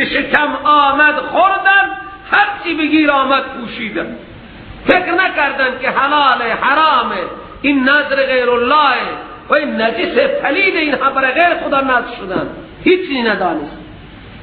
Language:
Persian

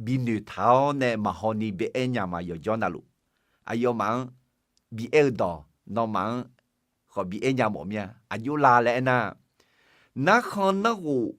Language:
Akha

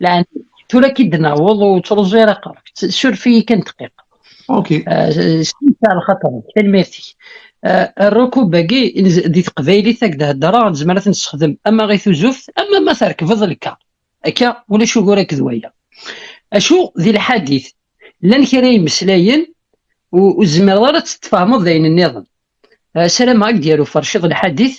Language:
Kabyle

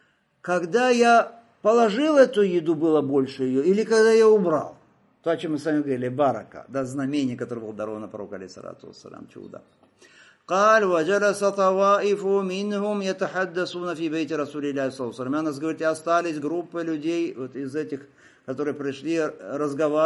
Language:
Russian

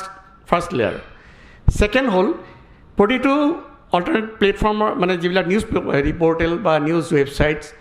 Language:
Assamese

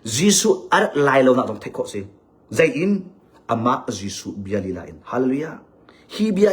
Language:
Hakha Chin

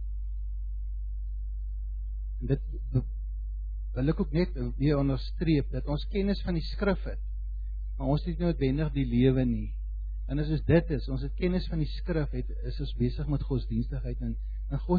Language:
Afrikaans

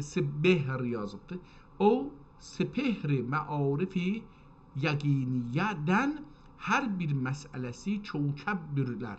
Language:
South Azerbaijani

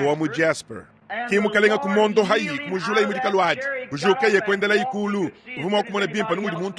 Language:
Luba-Lulua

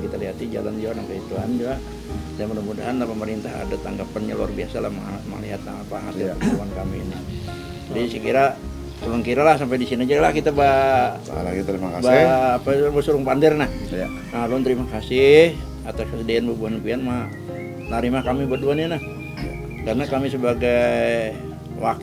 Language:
Banjar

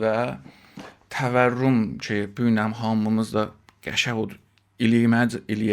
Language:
South Azerbaijani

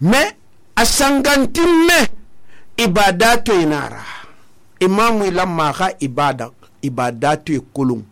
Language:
Susu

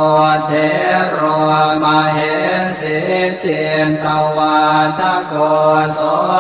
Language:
Pali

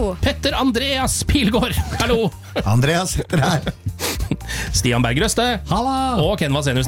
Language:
Norwegian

